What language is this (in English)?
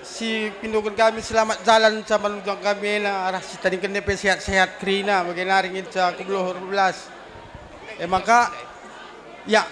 Batak Karo